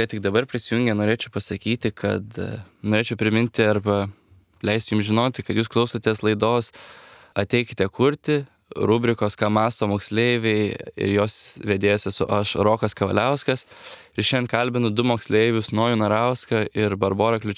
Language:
Lithuanian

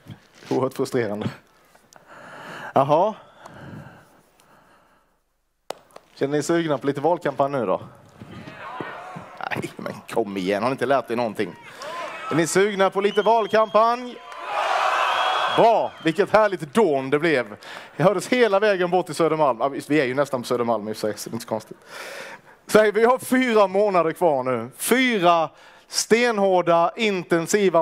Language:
Swedish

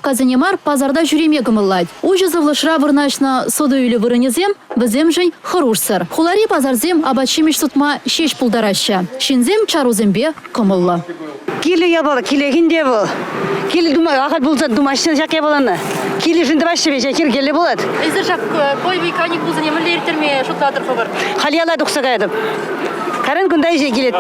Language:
Chuvash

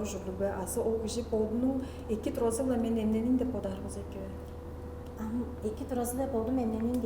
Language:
Tuvinian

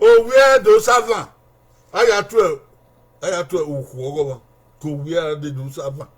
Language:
Bini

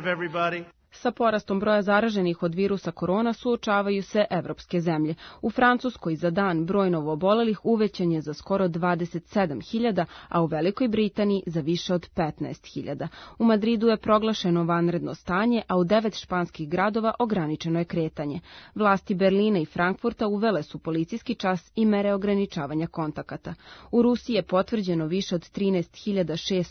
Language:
Serbian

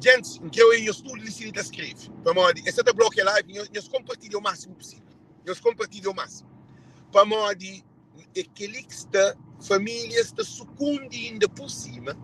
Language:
Kabuverdianu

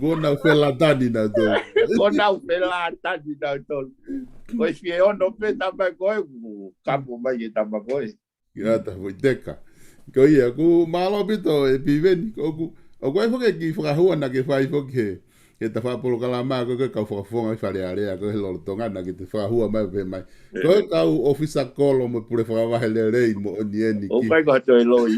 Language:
Tongan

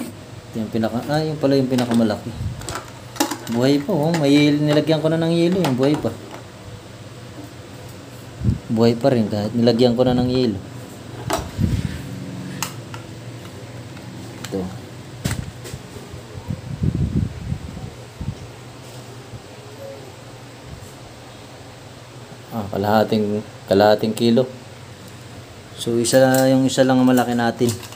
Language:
Filipino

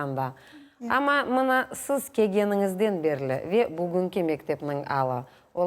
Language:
Crimean Tatar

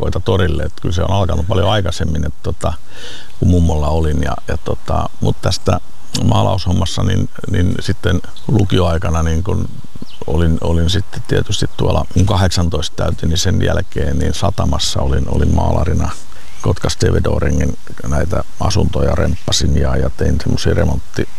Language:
Finnish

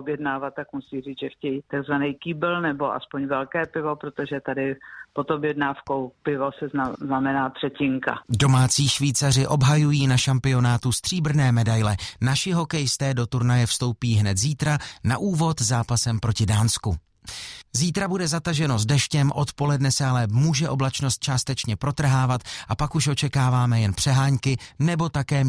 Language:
Czech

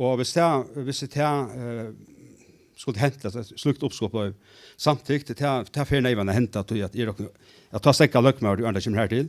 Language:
Faroese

